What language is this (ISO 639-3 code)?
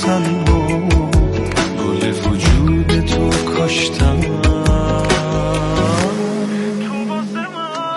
fas